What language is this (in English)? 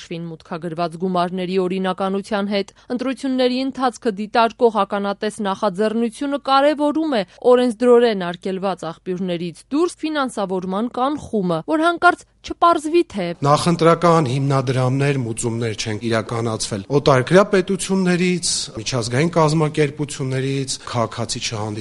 Armenian